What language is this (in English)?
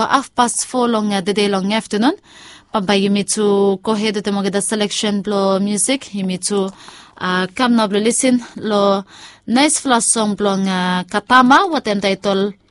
Bislama